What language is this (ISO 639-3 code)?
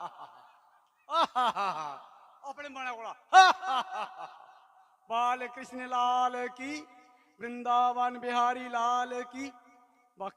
doi